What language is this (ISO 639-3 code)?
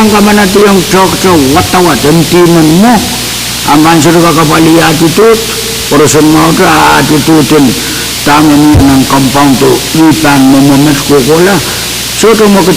pon